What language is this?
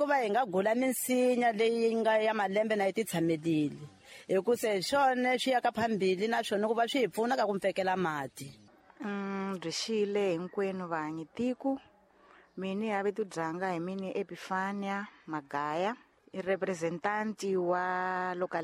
Tsonga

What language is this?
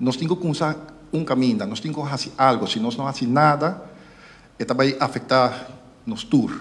Papiamento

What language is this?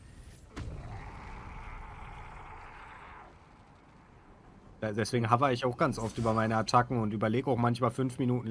German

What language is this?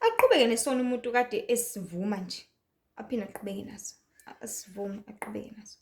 Zulu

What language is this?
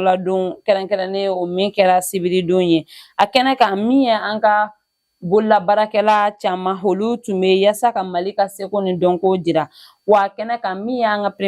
Bambara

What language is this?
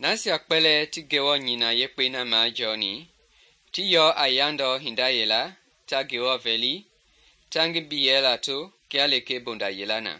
Mende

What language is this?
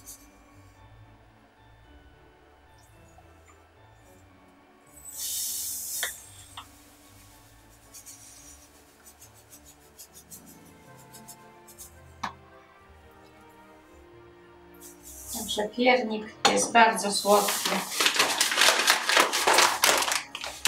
Polish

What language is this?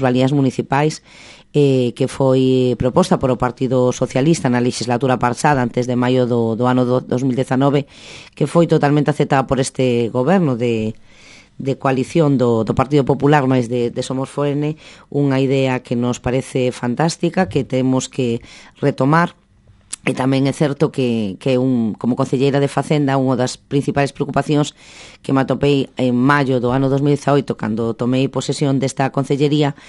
Galician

